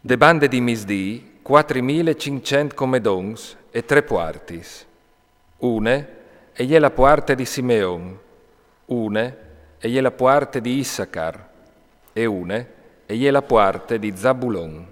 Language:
Friulian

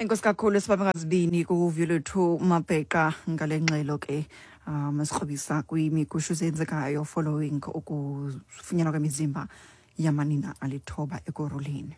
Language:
Xhosa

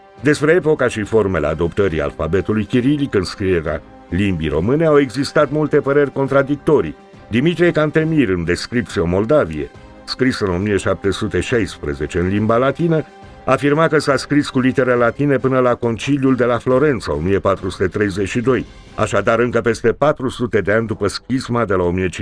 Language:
Romanian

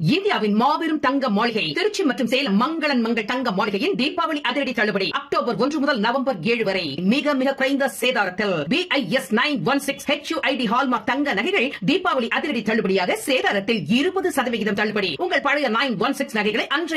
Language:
Tamil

